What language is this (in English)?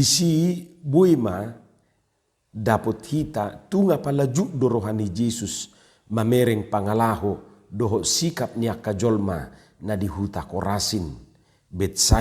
Batak Toba